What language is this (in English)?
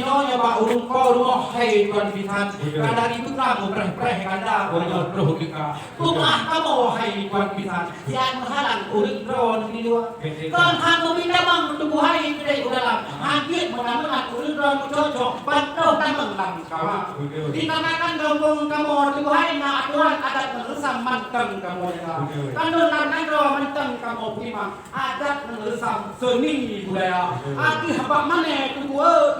Achinese